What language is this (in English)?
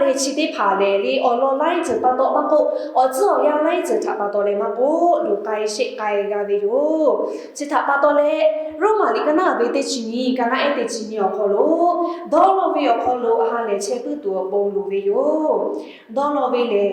Lahu